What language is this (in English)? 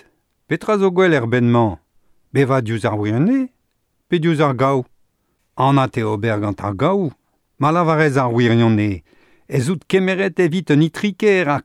Breton